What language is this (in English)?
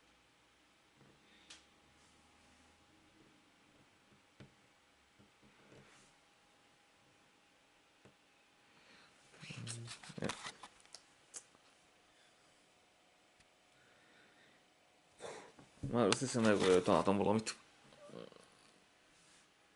Hungarian